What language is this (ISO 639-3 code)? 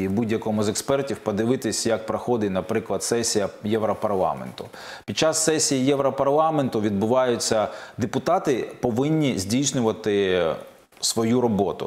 ukr